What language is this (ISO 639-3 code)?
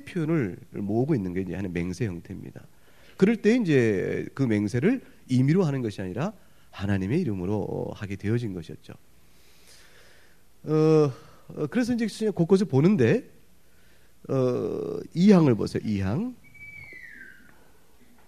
kor